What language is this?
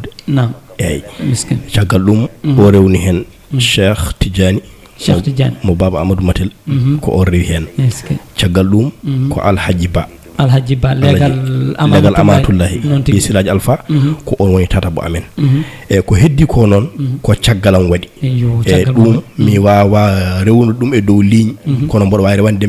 Fula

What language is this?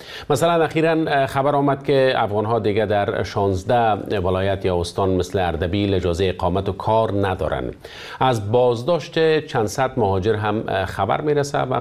Persian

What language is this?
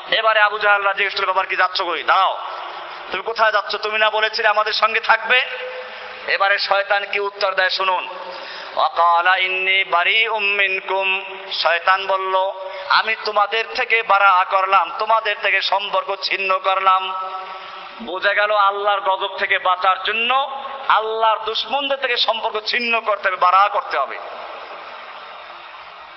Bangla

